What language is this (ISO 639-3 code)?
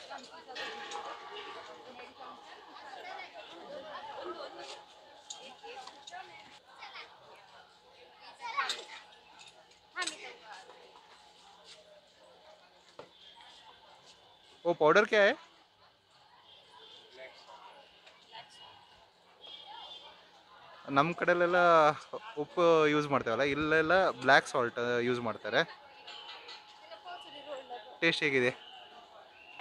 kan